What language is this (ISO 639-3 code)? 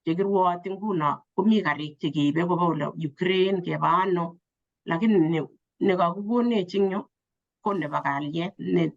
kln